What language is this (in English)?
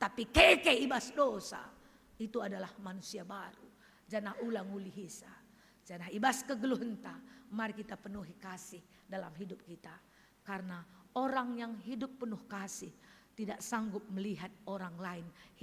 Batak Karo